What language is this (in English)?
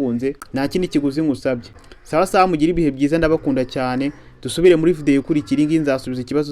Kinyarwanda